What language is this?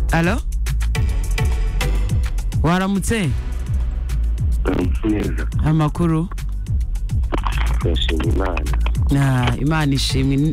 Kinyarwanda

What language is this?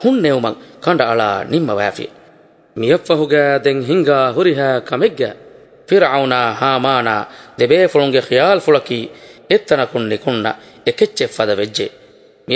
Divehi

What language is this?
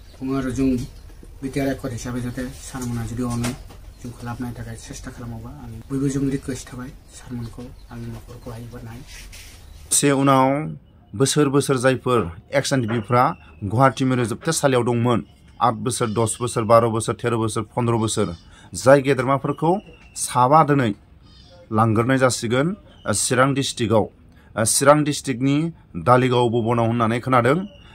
Bodo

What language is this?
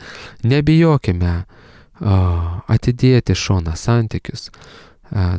Lithuanian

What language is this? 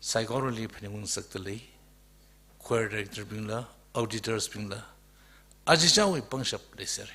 Tangkhul Naga (India)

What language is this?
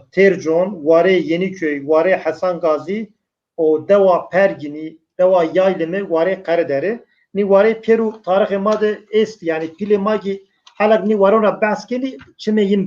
Zaza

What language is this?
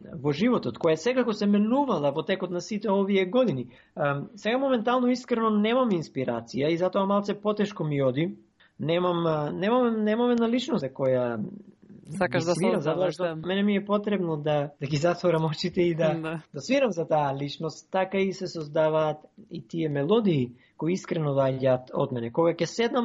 Macedonian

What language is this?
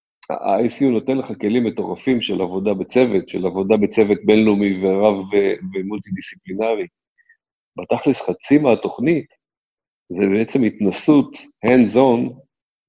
Hebrew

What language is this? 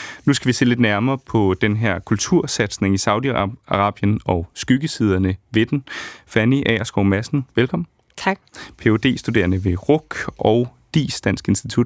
Danish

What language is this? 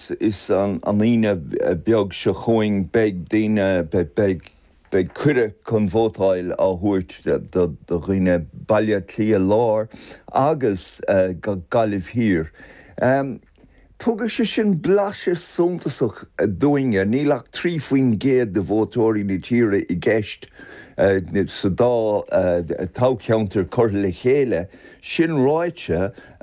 Irish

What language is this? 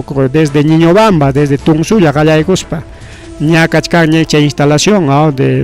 Ayacucho Quechua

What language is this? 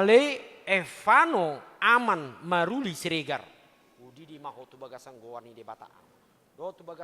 Batak Toba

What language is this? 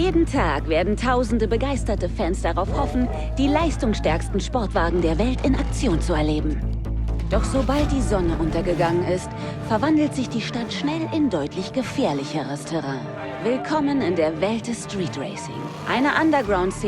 Swiss German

